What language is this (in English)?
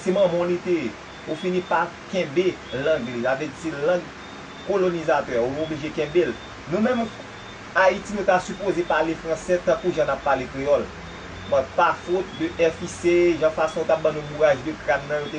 Haitian Creole